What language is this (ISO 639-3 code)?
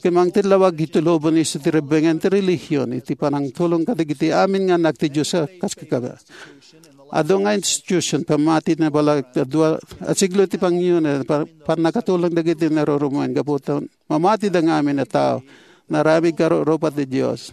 ilo